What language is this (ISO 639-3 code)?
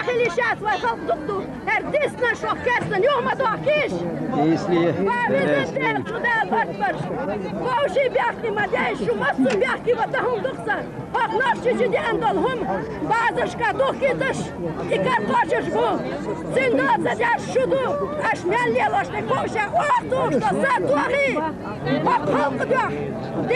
che